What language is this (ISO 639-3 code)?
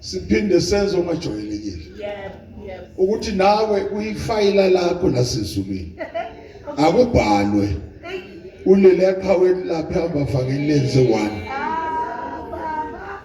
zul